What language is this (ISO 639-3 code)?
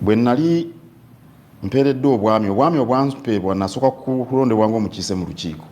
lug